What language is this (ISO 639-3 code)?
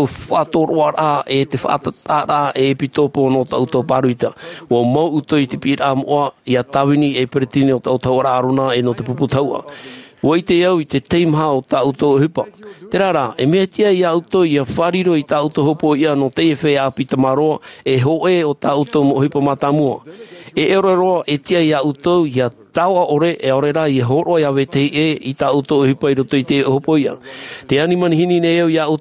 tah